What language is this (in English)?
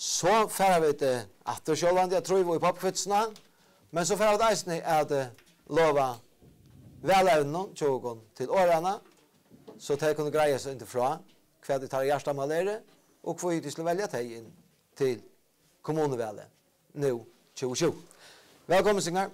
Faroese